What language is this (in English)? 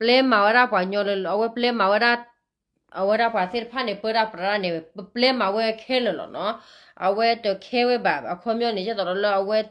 S'gaw Karen